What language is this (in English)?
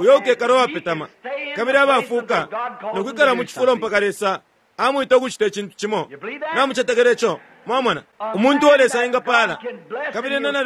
Bemba